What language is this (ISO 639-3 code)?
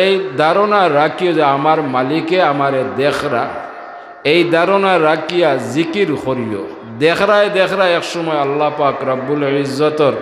syl